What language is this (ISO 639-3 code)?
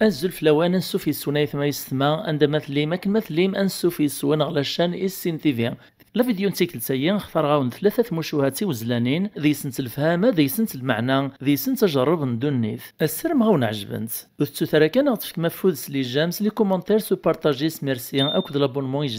kab